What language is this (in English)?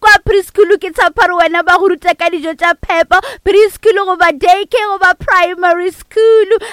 Northern Sotho